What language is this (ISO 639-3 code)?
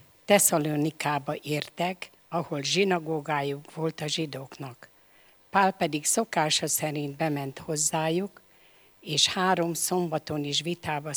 hun